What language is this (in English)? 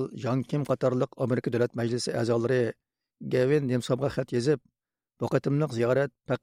Uyghur